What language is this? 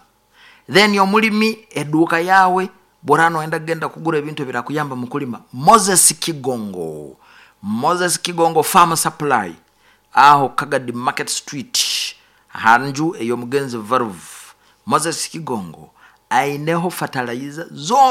Nyoro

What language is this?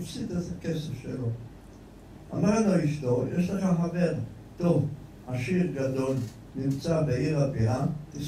Hebrew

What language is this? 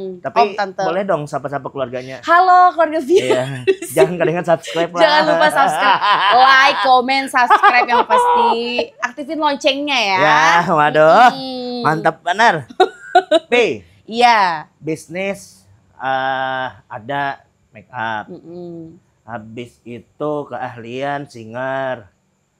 Banjar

